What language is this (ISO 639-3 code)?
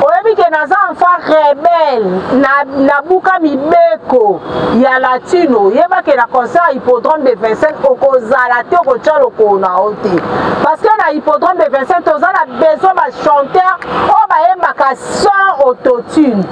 lin